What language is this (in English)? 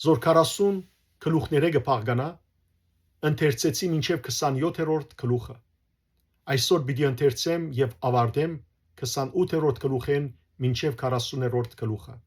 Western Armenian